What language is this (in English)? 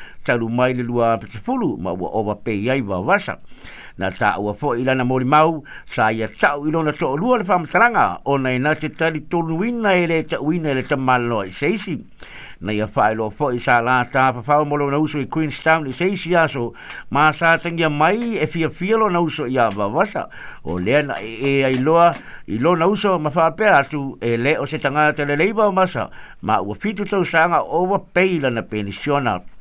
Samoan